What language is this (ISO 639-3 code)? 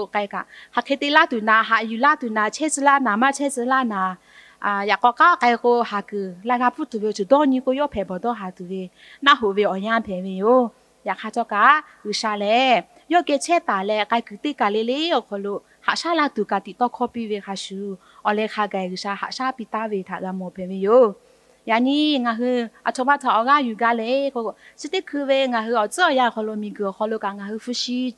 lhu